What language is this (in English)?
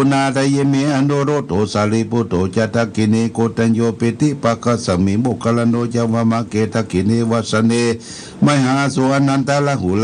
Pali